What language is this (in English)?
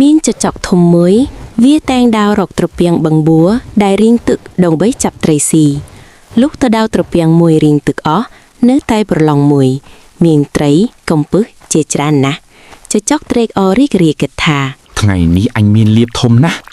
Khmer